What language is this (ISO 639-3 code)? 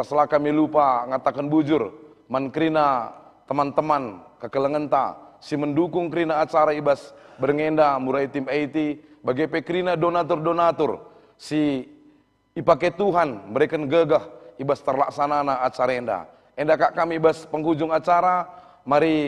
btx